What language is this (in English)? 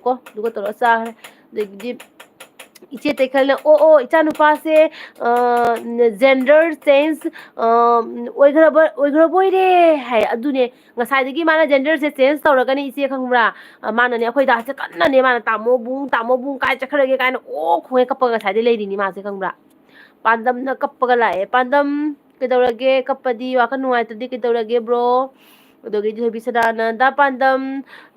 Manipuri